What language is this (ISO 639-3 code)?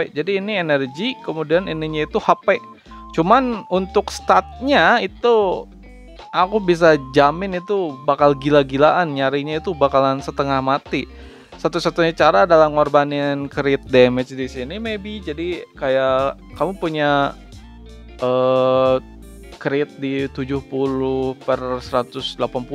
ind